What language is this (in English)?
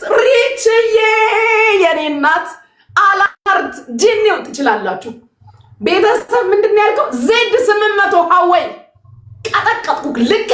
Amharic